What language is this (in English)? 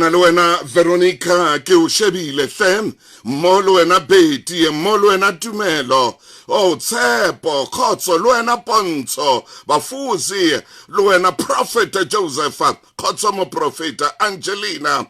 Southern Sotho